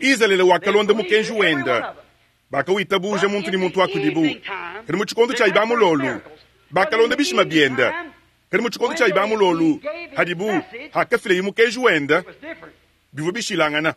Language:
Luba-Lulua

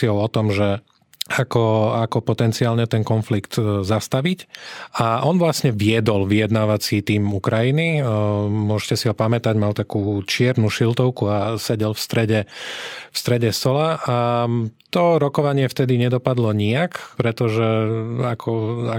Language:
Slovak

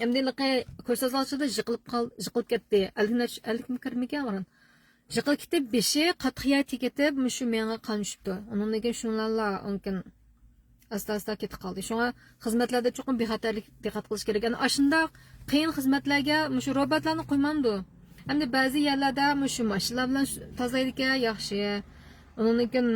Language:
Uyghur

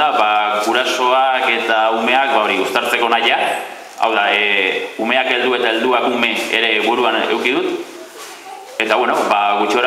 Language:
Basque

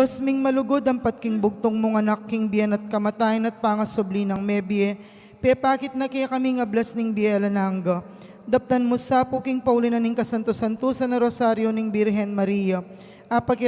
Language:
Pampanga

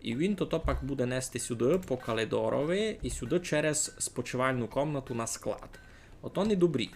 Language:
Rusyn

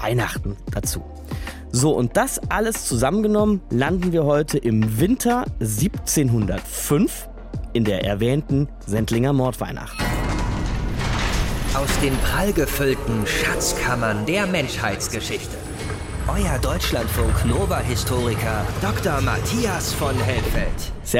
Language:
German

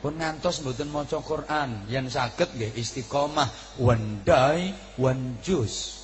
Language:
Javanese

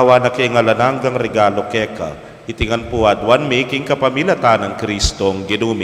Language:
Pampanga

